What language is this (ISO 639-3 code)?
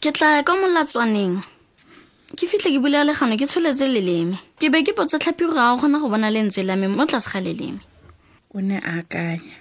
tsn